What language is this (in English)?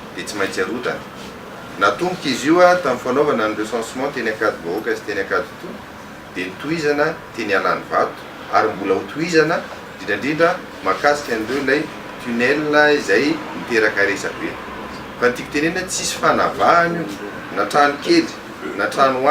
Malagasy